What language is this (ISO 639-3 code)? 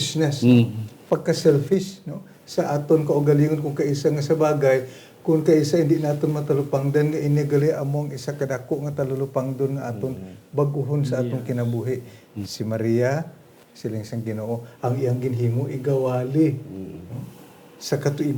hil